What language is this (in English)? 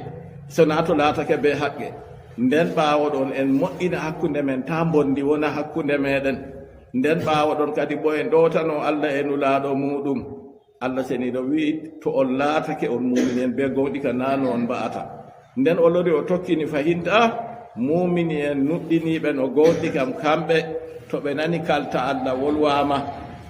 Fula